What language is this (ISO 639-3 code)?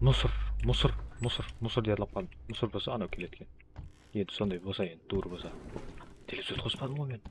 kaa